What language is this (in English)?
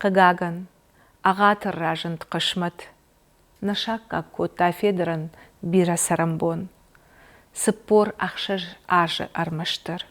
Ossetic